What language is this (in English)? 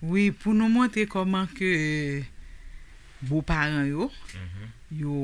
Haitian Creole